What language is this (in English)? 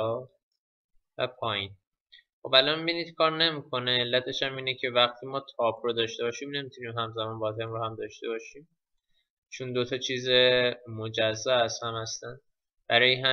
Persian